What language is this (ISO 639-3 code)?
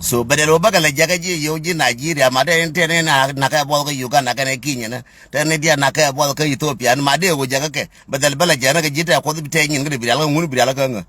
nus